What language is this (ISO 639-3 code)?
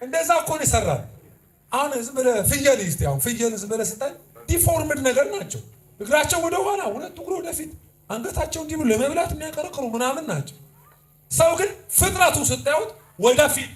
amh